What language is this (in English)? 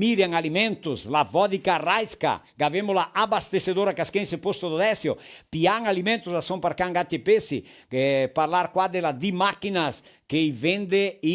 Venetian